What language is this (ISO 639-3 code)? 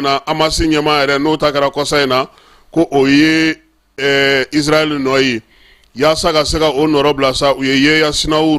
bam